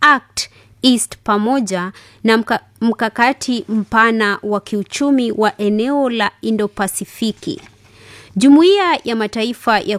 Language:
Swahili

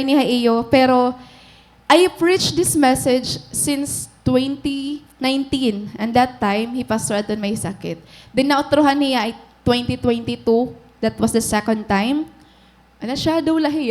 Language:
Waray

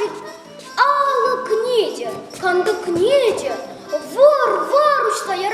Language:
Chuvash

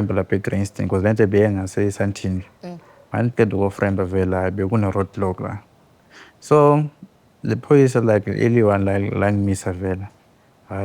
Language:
Zulu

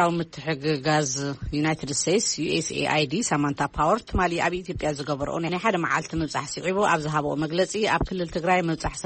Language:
Tigrinya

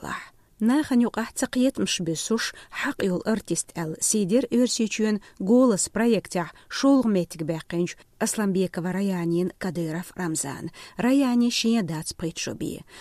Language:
Chechen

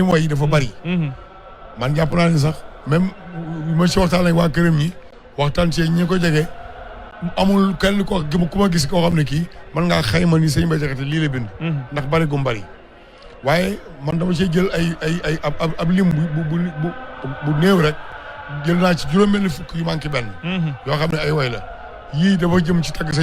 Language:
Wolof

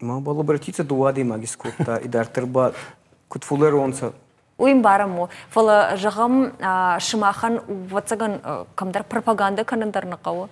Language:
Ossetic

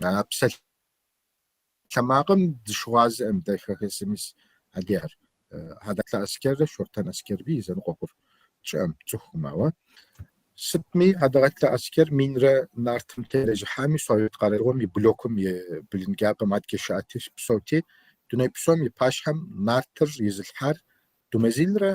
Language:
Kabardian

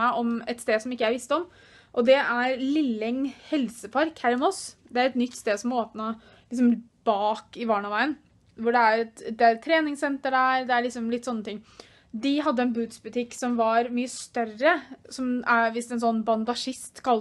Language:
Norwegian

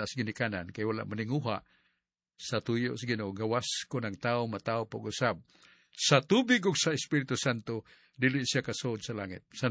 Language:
Cebuano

